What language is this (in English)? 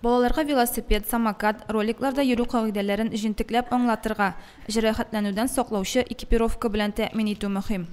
Tatar